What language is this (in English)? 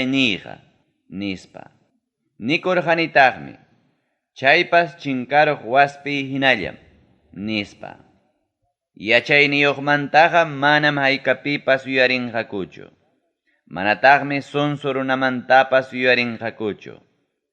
Ayacucho Quechua